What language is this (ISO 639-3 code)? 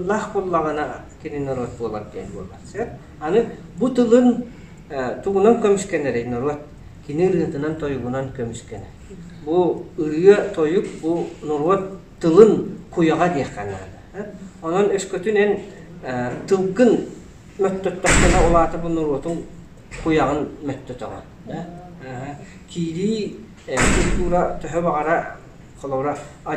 sah